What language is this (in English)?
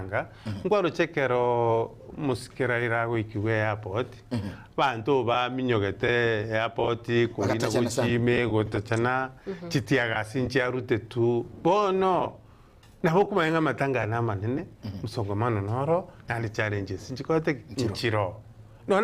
Gusii